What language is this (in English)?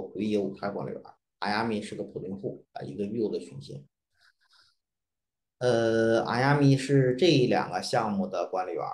Chinese